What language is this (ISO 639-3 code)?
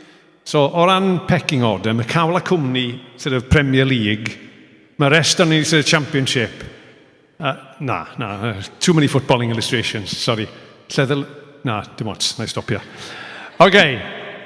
cym